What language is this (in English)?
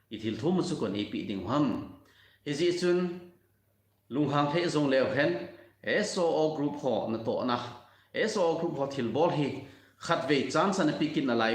Thado Chin